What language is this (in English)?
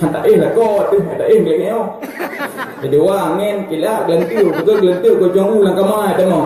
Achinese